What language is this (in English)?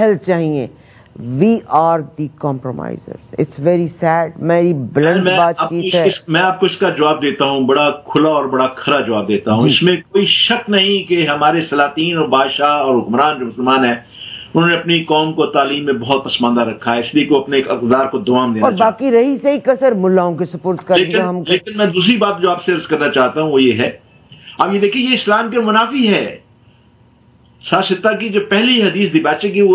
Urdu